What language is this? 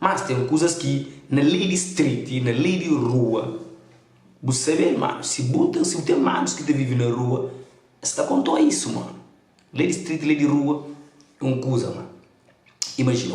Kabuverdianu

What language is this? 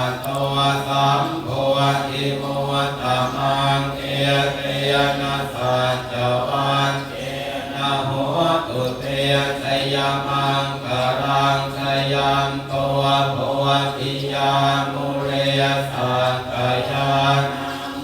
Pali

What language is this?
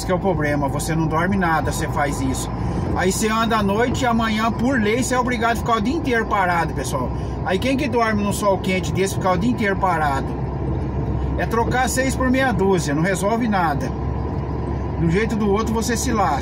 Portuguese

